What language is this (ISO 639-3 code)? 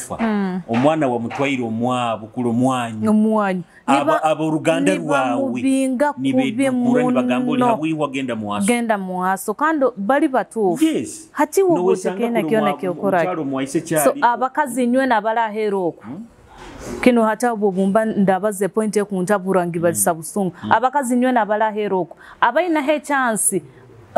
nyo